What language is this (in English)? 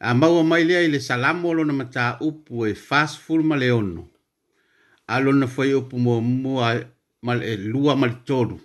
Samoan